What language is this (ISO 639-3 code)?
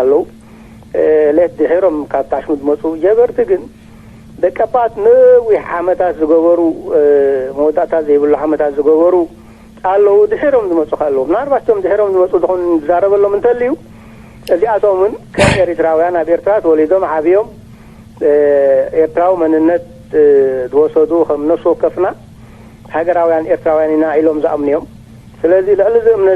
tir